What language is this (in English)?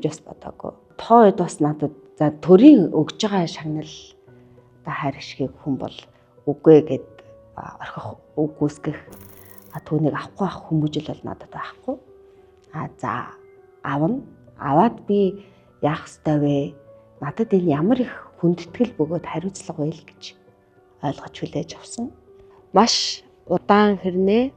Mongolian